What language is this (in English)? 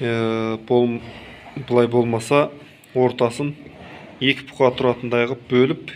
Kazakh